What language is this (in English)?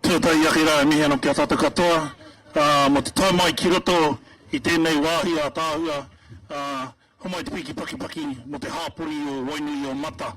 Māori